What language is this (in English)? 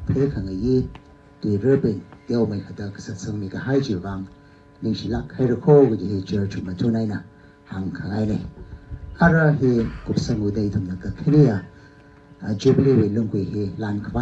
Tangkhul Naga (India)